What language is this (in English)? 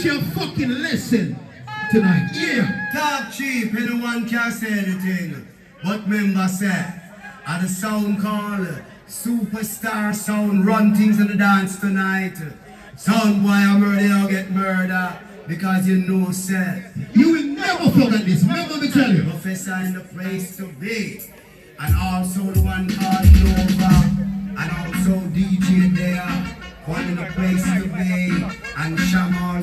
Jamaican Creole English